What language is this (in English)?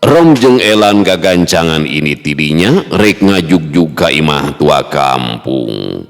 Sundanese